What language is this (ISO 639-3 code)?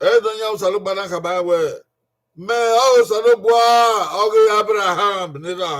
bin